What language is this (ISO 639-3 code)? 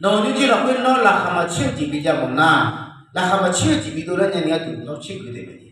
ahk